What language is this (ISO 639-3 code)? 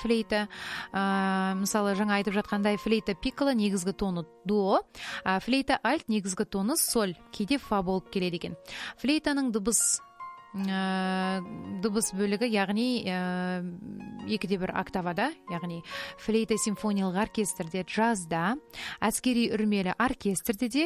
kaz